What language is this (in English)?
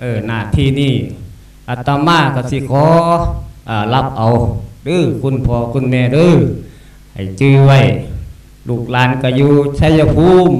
Lao